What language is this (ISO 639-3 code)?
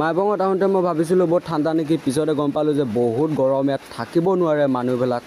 asm